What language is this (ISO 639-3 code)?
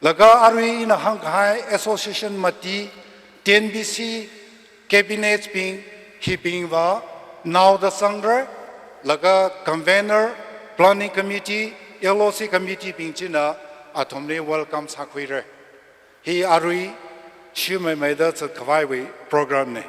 nmf